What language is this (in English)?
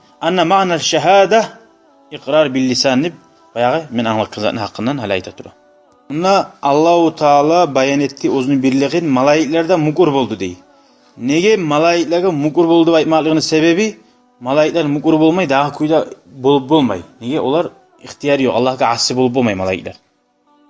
Kumyk